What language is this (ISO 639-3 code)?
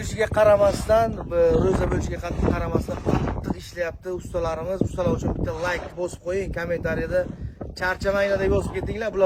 uzb